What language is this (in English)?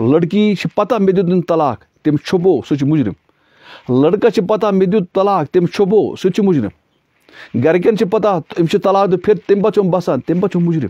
Kashmiri